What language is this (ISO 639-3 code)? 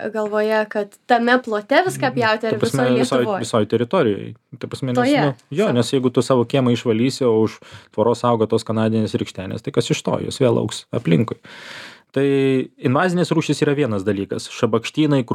lit